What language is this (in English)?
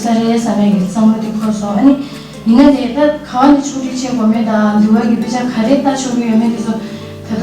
Tibetan